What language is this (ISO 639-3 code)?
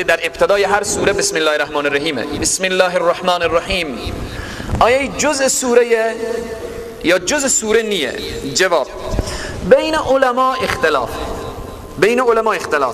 fas